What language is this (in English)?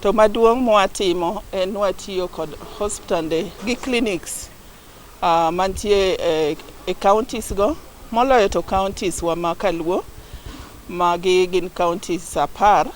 Luo (Kenya and Tanzania)